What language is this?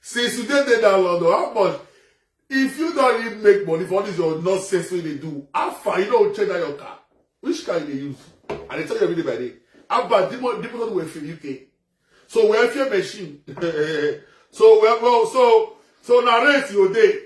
Nigerian Pidgin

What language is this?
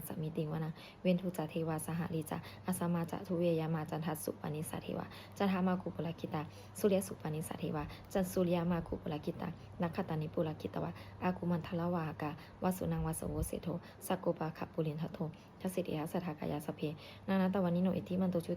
Pali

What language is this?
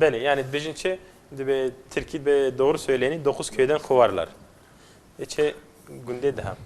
Kurdish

